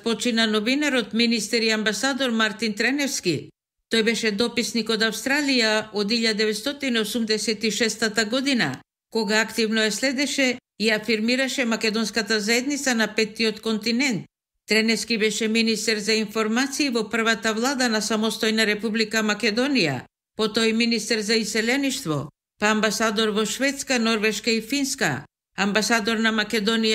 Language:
Macedonian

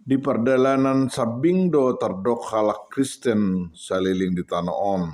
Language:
Batak Toba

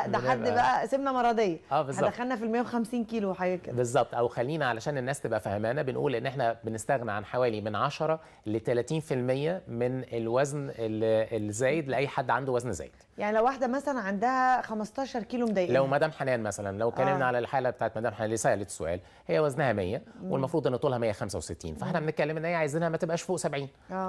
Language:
Egyptian Arabic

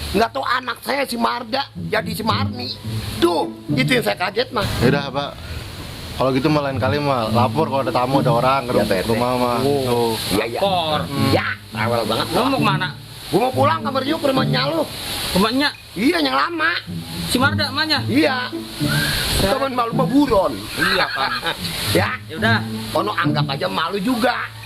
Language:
Betawi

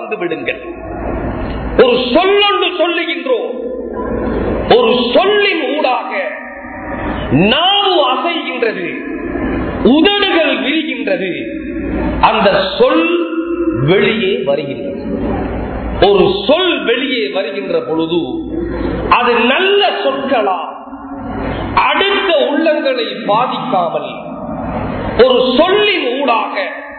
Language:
Tamil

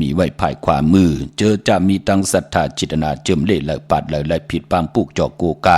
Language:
Shan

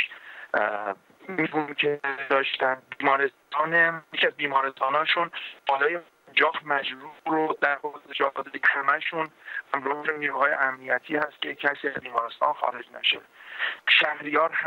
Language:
Persian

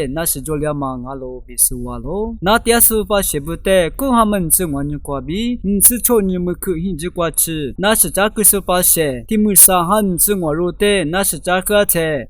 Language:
Lisu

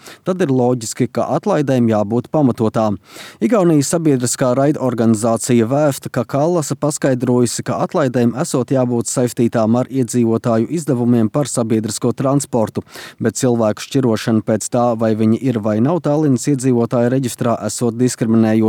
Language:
Latvian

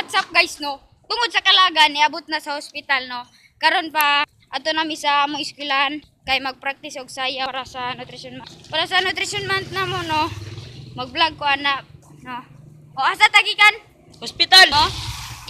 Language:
Cebuano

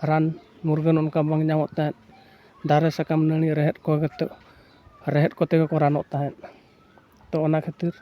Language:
Santali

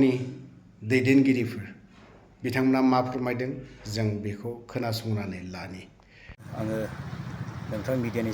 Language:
Bodo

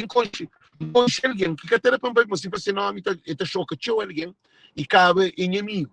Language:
Kabuverdianu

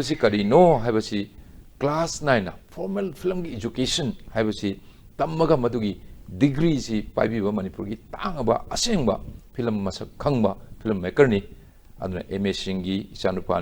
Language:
Manipuri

